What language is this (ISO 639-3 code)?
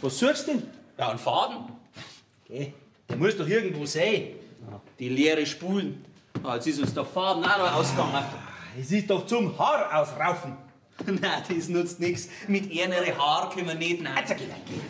bar